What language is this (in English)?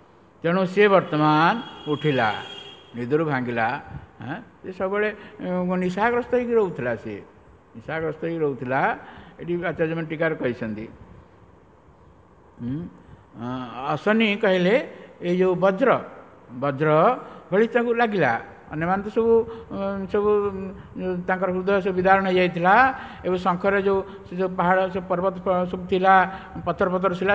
Odia